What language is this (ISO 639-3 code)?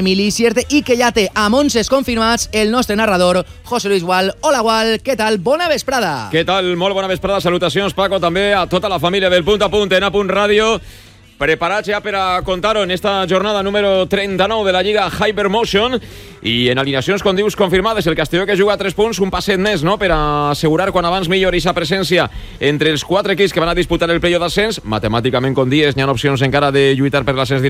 cat